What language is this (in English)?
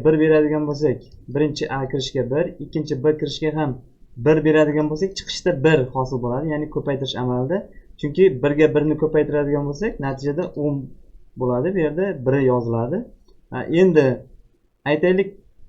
Uzbek